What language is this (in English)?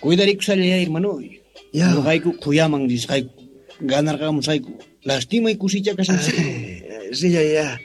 Quechua